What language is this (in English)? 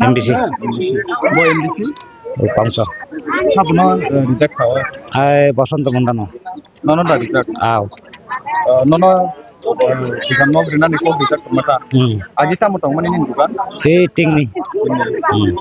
Kok Borok